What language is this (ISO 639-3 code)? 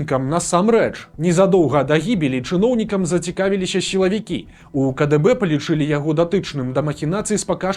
bel